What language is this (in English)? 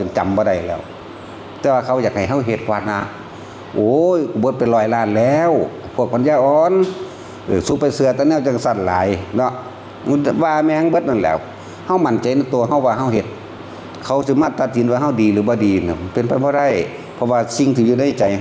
Northeastern Thai